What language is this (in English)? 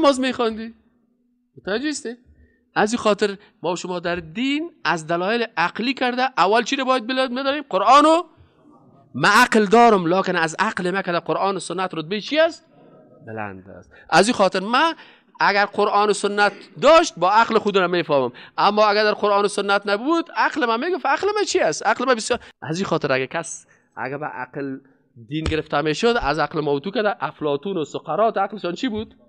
Persian